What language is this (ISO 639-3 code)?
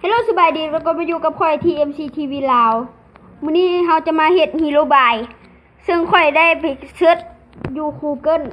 lao